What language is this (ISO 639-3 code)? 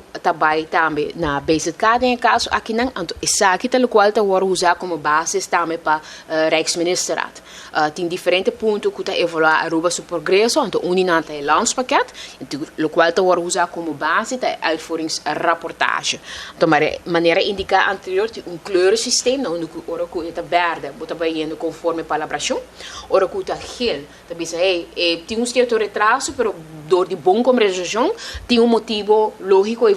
pap